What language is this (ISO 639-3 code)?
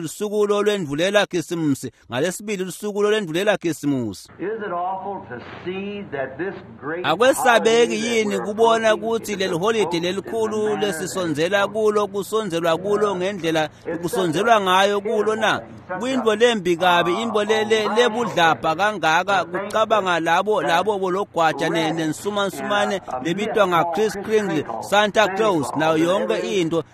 ssw